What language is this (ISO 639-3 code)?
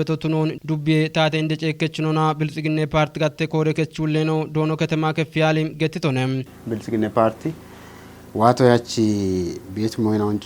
kbr